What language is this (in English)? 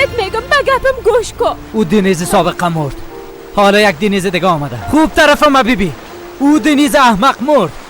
Persian